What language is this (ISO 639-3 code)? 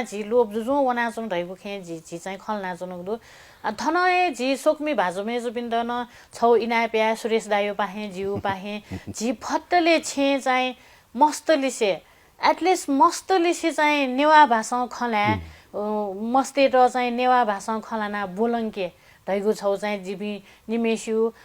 new